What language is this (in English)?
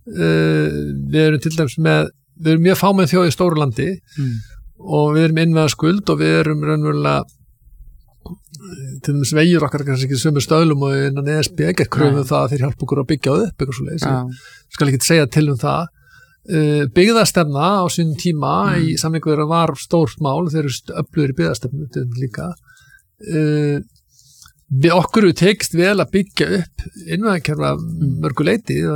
Icelandic